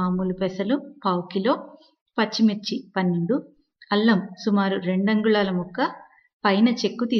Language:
Telugu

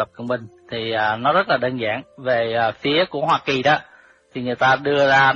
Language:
Vietnamese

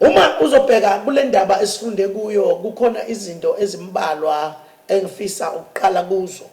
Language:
Zulu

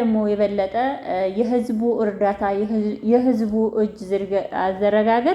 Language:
Amharic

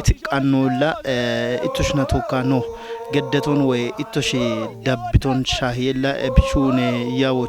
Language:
Kafa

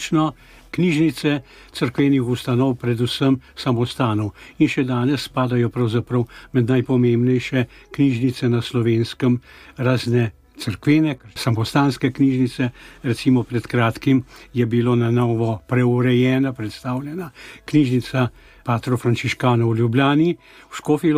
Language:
Slovenian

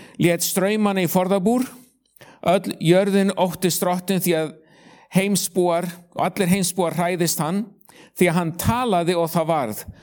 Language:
Icelandic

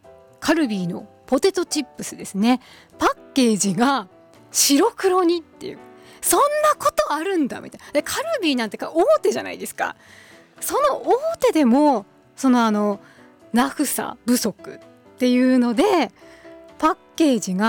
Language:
Japanese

